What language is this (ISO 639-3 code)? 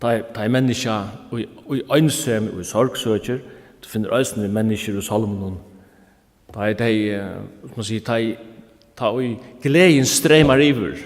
fao